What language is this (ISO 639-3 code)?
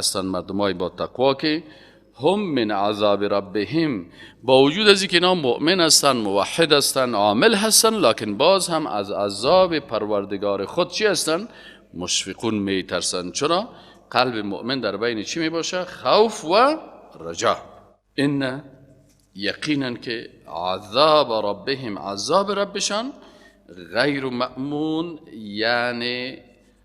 fas